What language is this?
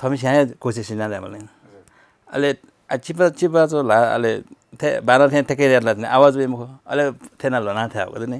Newari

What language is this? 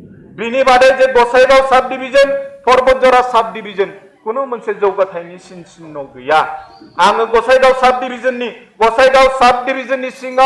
Bodo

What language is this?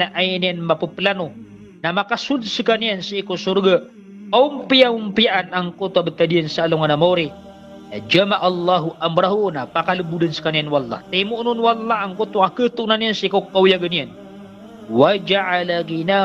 Maranao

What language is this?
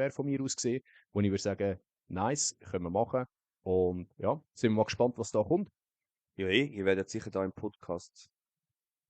Swiss German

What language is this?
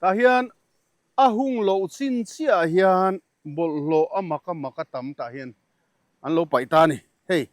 Mizo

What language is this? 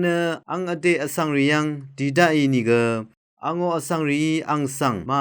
Rawang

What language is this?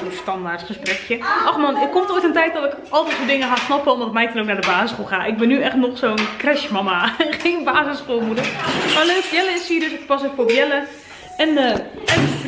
Dutch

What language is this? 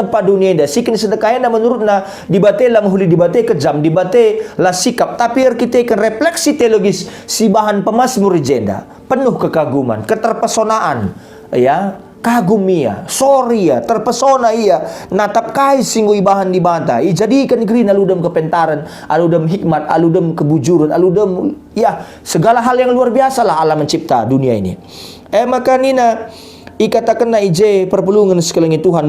Batak Karo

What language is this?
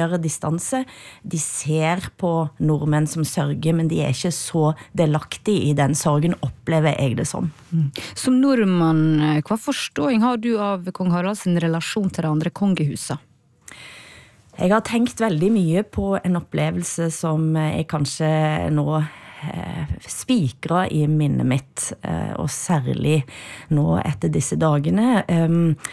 Norwegian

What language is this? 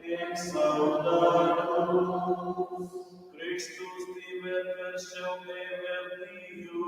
Romansh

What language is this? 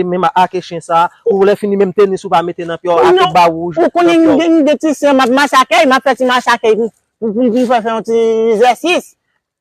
Haitian Creole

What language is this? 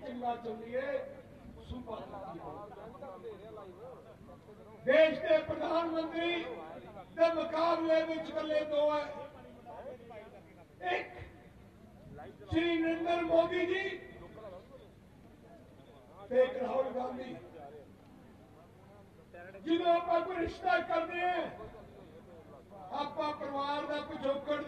Punjabi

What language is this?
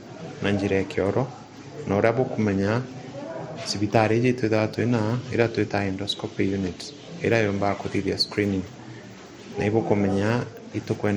Meru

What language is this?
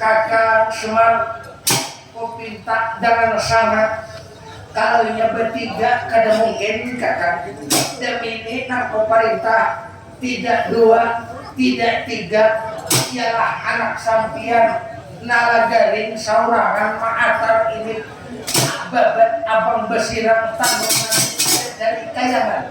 Banjar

